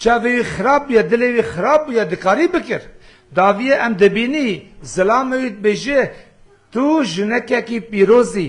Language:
Kurdish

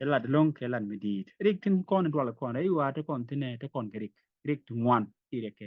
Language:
Nuer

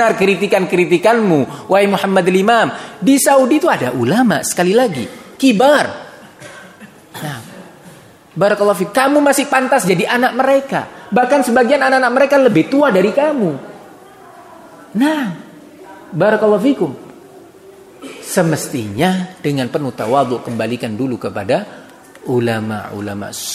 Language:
Indonesian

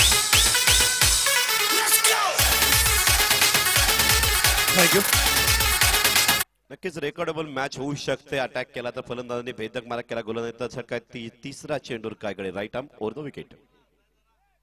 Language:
Marathi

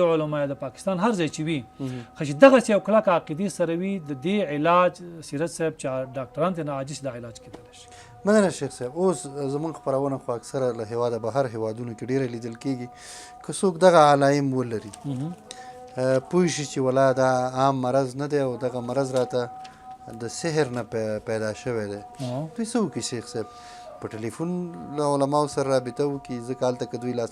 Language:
Pashto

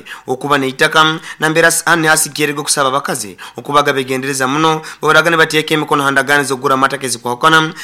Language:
Nyoro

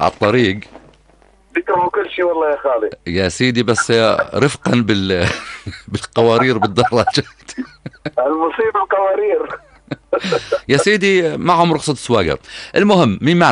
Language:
North Levantine Arabic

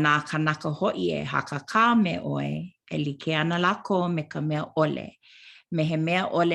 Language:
Hawaiian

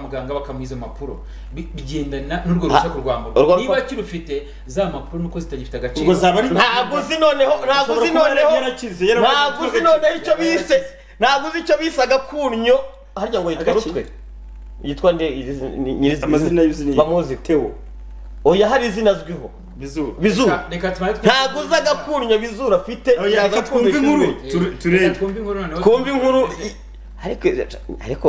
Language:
Kinyarwanda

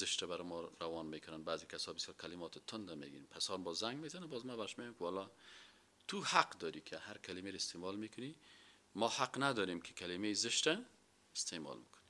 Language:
Persian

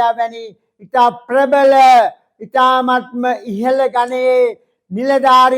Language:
Sinhala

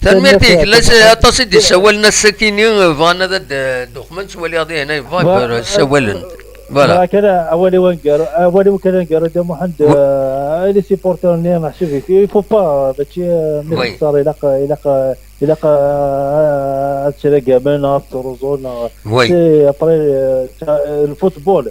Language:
Kabyle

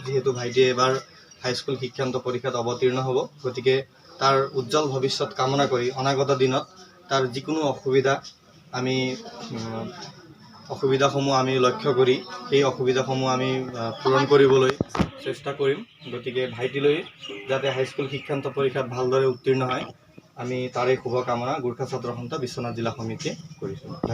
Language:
Assamese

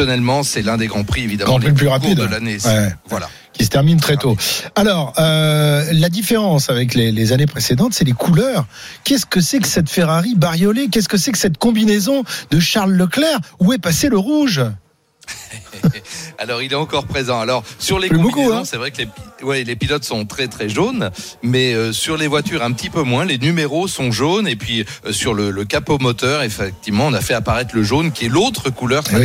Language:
French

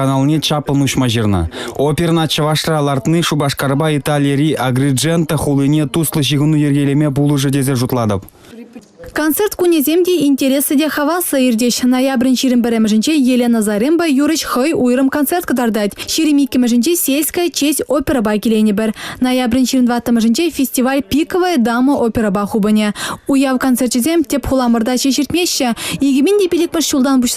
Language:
Chuvash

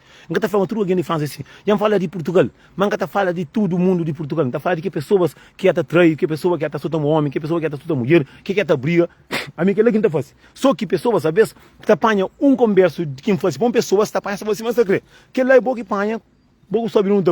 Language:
Kabuverdianu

